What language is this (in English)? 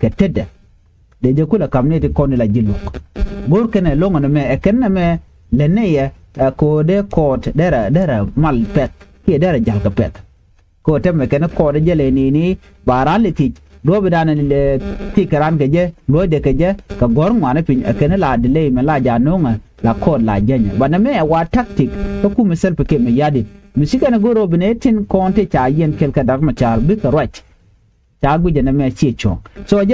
Nuer